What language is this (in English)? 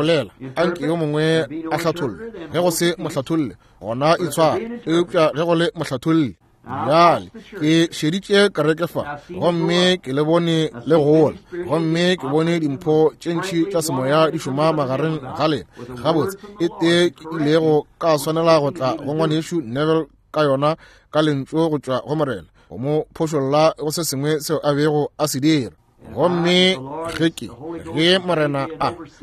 Northern Sotho